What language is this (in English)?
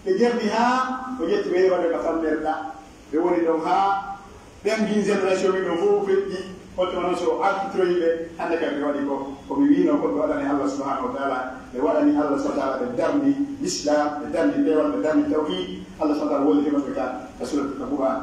Pular